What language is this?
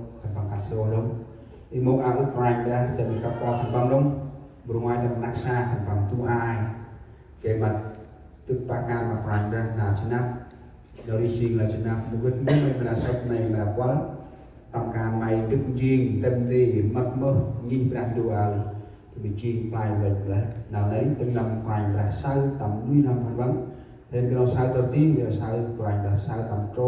Central Mnong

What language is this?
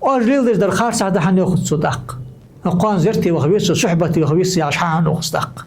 Ingush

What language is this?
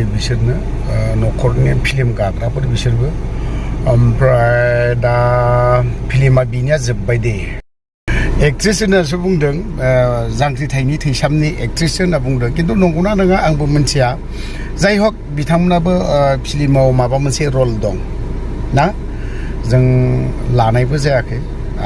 Bodo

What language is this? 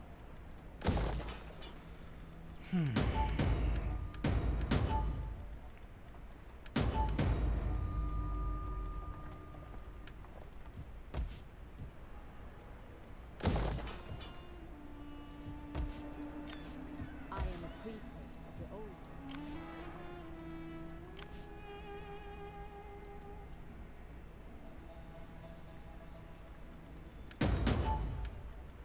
English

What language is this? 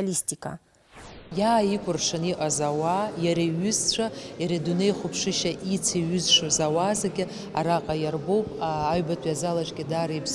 Abkhazian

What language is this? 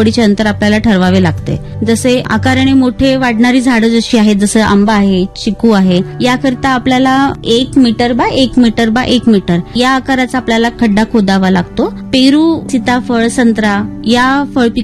Marathi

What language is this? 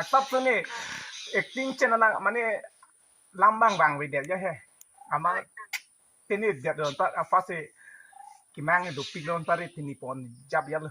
Karbi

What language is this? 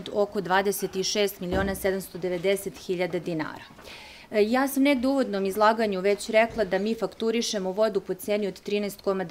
Serbian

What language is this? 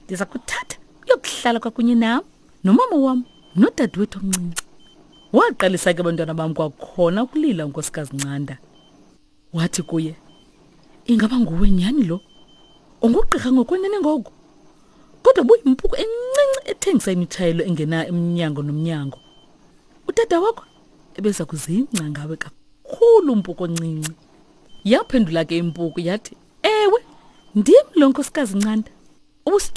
Xhosa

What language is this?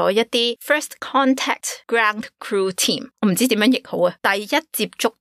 Cantonese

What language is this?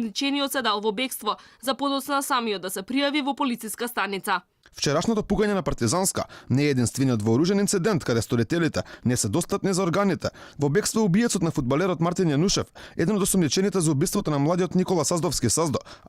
Macedonian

